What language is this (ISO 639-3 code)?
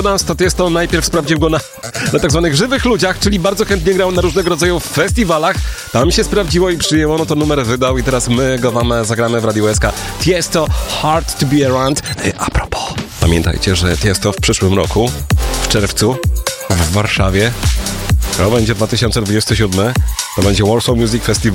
pol